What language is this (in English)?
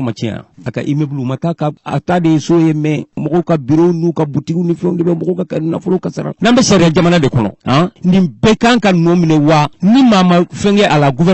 Bambara